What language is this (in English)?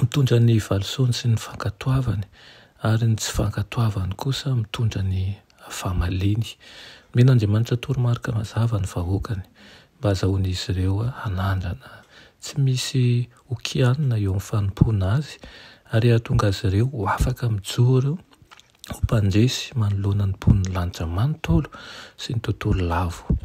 Malagasy